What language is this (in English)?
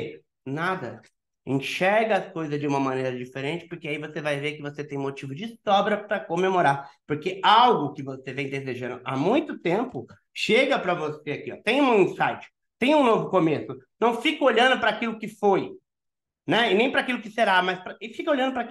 Portuguese